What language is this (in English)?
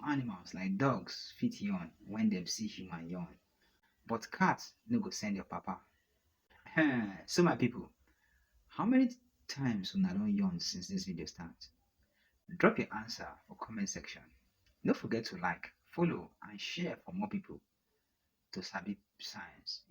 Nigerian Pidgin